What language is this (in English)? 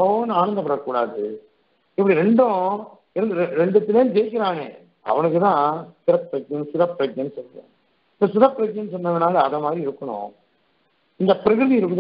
Tamil